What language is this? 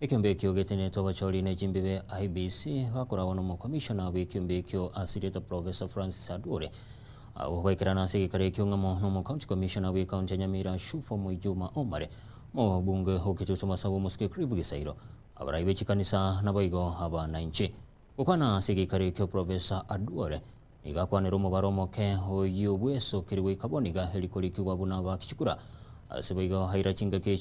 Gusii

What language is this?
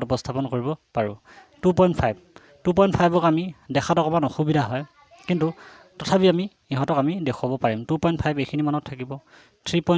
Assamese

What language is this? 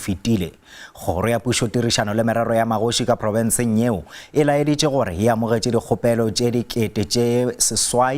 Northern Sotho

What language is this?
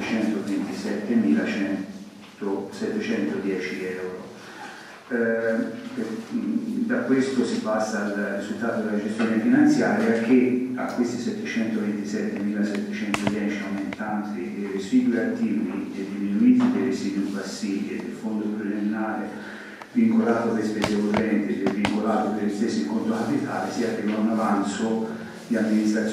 Italian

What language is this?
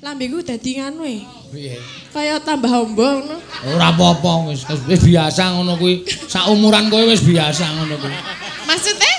Javanese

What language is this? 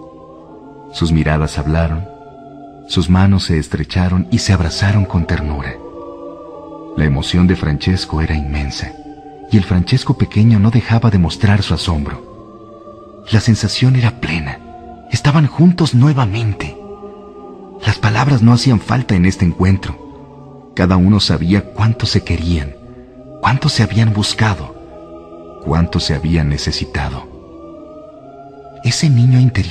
Spanish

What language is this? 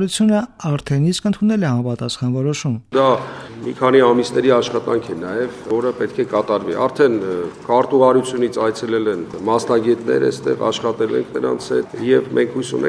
Armenian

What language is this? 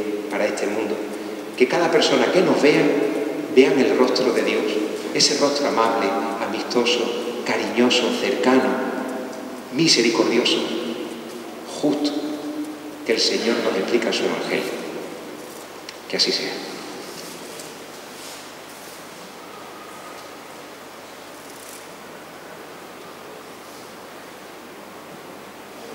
Spanish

